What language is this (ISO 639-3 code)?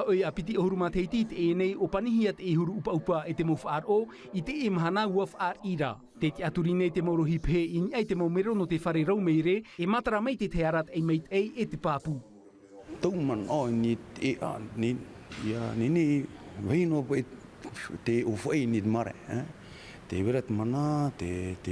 tah